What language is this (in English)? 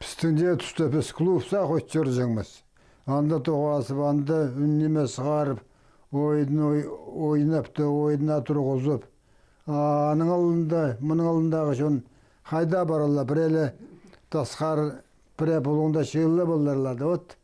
Khakas